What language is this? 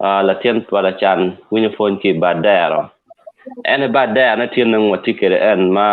Acoli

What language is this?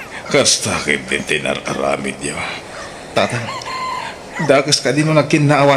Iloko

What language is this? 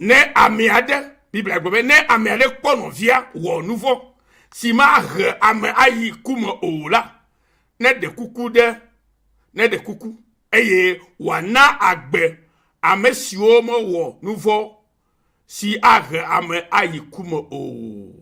Ewe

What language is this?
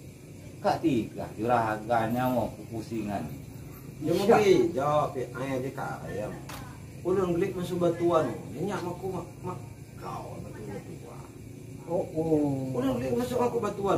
Lampung Nyo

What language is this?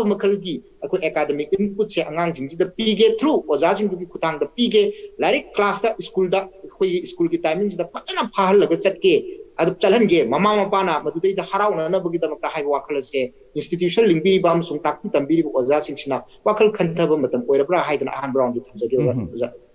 Manipuri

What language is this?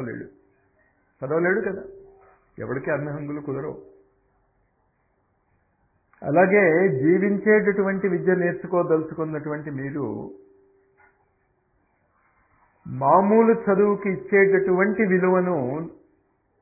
Telugu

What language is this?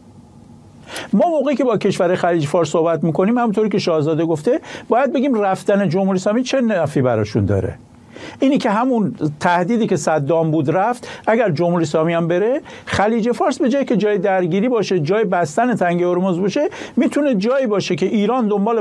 Persian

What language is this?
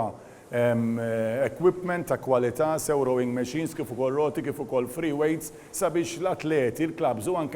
Maltese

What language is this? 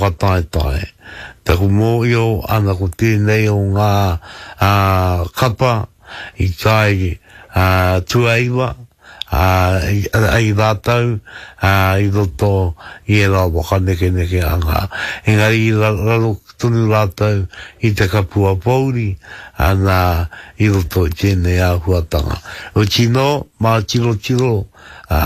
Māori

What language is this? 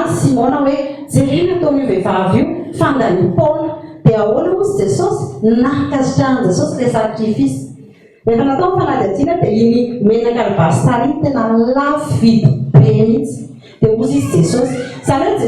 Malagasy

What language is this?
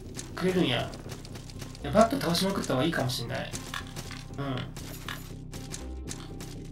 Japanese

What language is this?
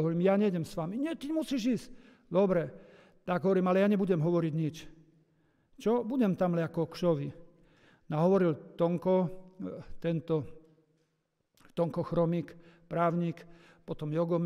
Slovak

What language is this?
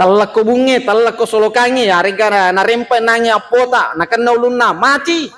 Buginese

